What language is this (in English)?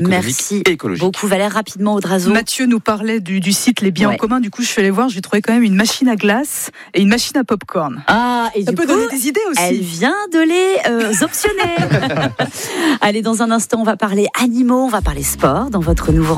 French